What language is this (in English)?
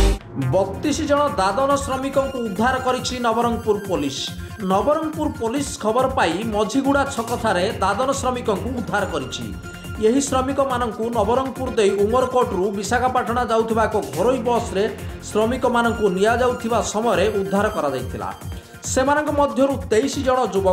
Odia